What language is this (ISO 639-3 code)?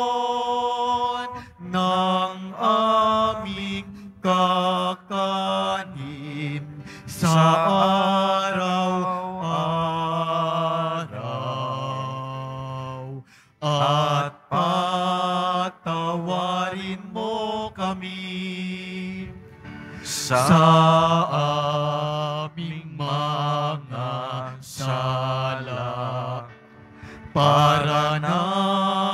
fil